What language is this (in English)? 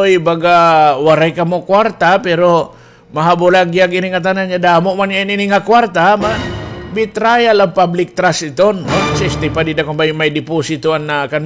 Waray